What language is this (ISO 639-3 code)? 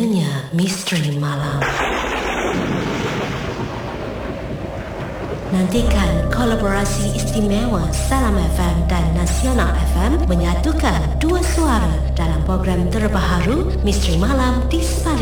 msa